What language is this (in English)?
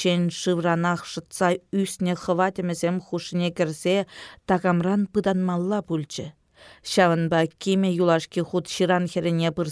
Chuvash